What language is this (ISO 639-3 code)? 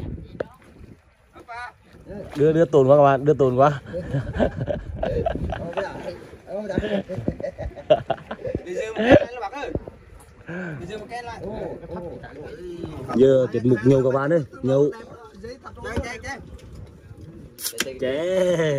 vie